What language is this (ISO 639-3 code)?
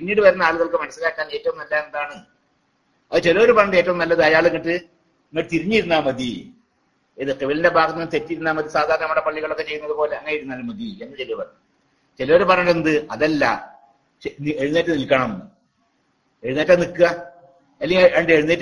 mal